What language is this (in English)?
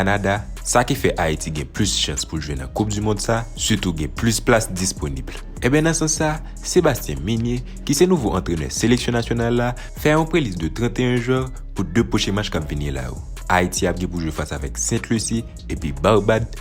Haitian Creole